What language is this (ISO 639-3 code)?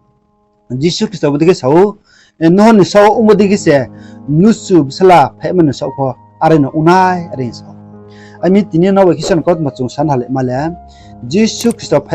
ria